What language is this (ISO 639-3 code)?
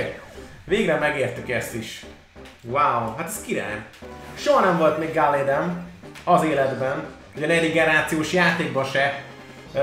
hun